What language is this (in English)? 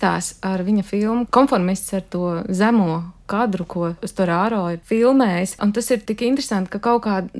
Latvian